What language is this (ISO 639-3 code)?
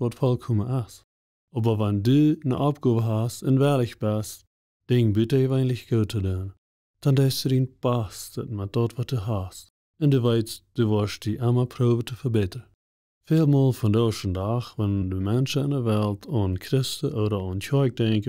pdt